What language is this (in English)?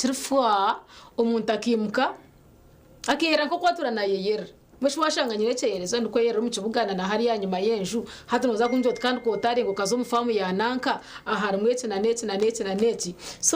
Nyankole